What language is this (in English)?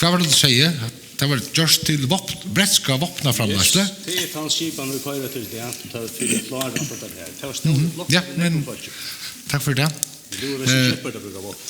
Faroese